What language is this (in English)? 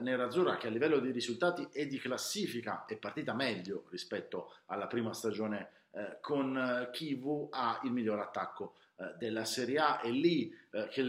Italian